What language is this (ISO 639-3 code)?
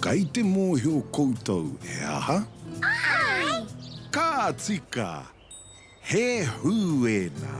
mri